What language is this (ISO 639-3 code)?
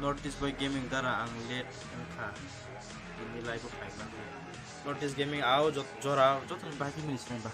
trp